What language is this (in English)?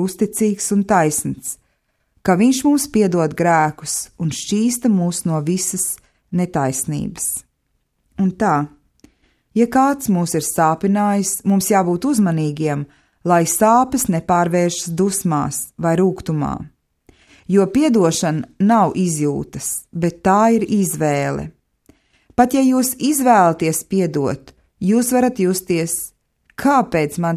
Latvian